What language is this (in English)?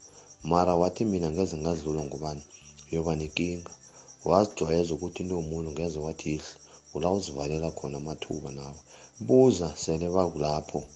South Ndebele